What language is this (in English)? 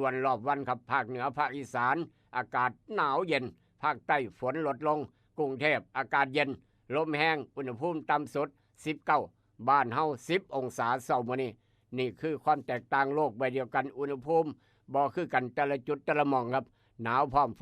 Northeastern Thai